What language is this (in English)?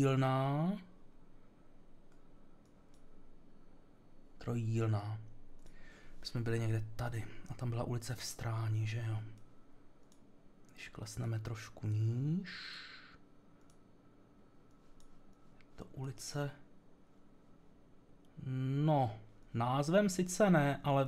Czech